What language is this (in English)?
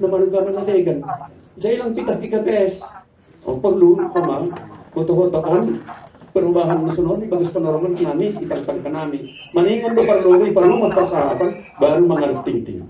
Batak Simalungun